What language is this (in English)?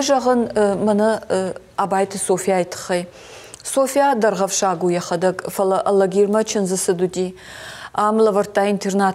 Ossetic